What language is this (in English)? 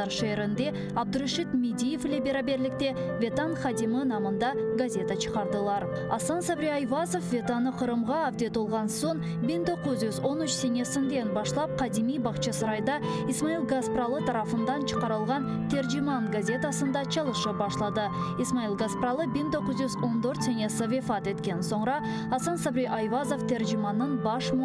Crimean Tatar